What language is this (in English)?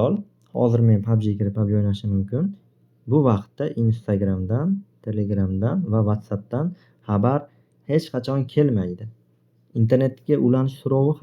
Uzbek